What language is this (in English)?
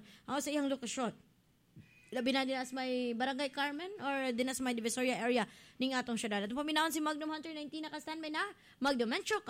Cebuano